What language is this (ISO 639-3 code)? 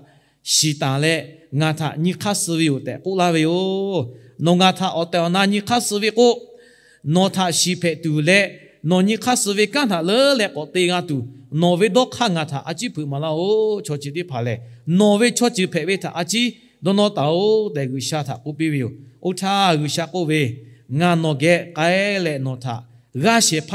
lhu